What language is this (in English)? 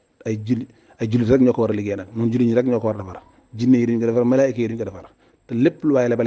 Wolof